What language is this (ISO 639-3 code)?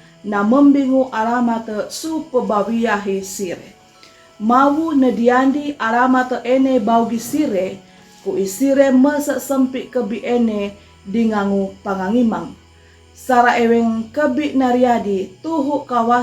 sxn